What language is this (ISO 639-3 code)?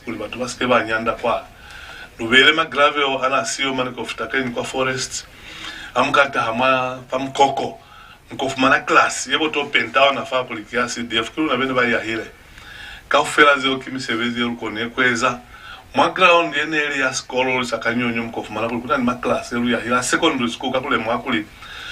loz